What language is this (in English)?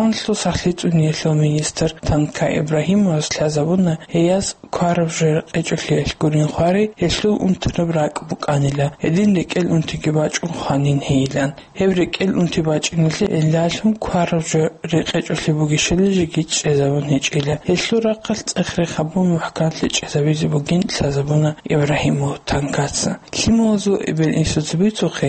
Avaric